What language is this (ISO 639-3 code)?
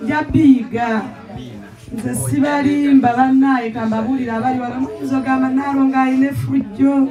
lug